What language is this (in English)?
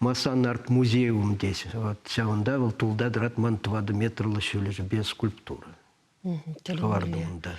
Chuvash